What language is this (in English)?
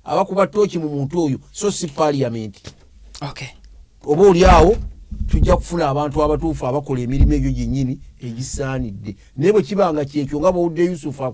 Ganda